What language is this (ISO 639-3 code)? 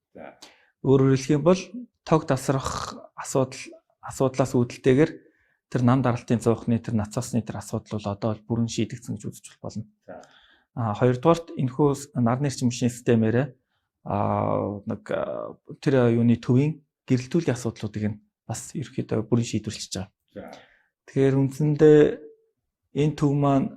mon